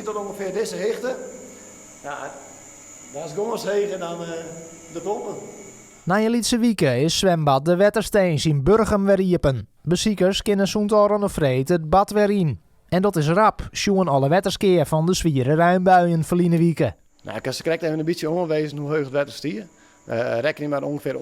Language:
Western Frisian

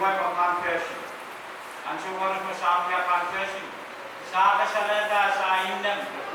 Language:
Pohnpeian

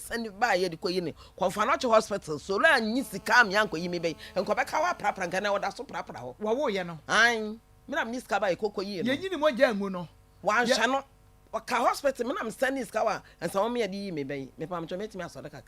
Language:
Akan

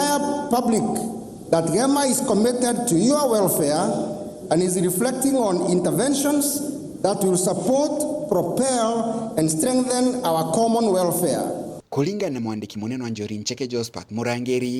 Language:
Meru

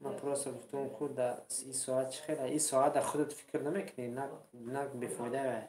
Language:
Tajik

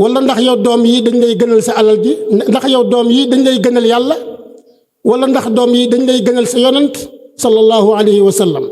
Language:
Wolof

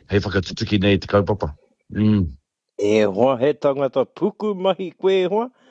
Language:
Māori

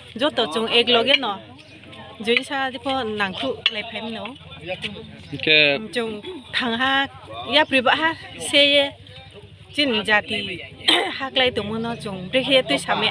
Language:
Riang (India)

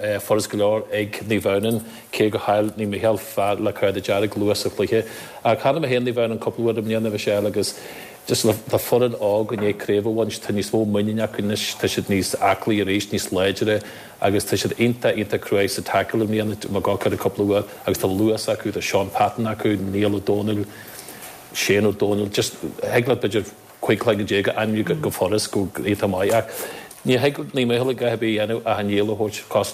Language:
Irish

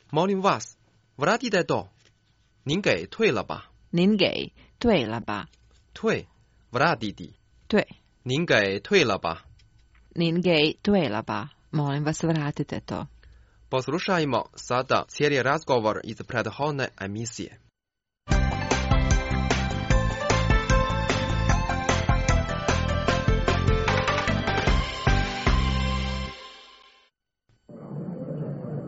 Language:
Croatian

